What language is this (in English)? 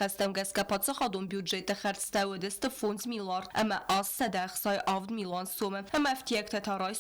Ossetic